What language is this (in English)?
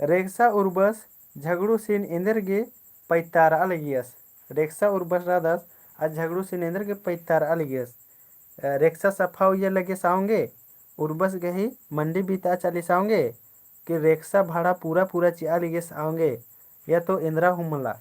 Kurukh